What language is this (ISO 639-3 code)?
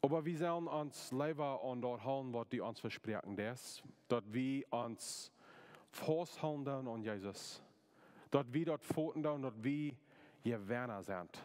pdt